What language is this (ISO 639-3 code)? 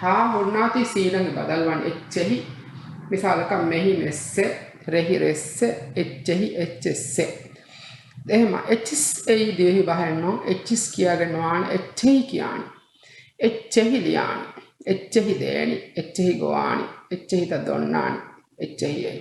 div